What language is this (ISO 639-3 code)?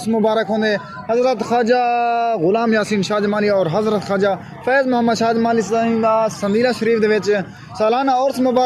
skr